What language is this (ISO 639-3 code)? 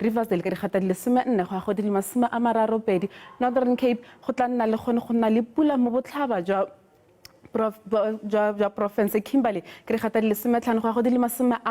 tsn